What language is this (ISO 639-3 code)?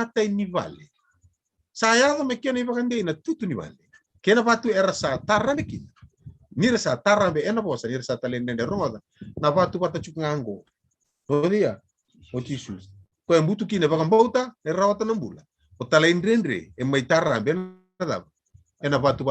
fij